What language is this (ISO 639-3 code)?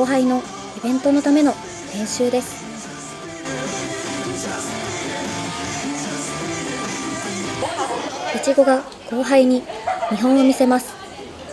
jpn